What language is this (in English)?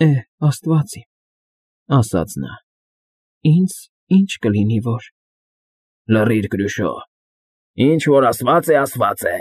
Armenian